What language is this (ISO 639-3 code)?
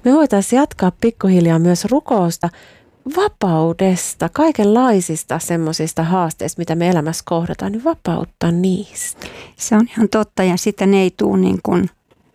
fin